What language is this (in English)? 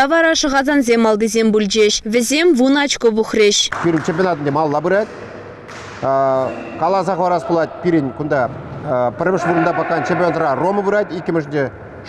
Chuvash